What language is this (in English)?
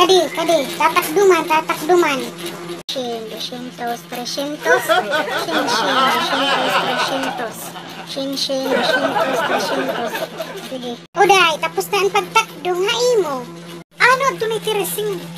Waray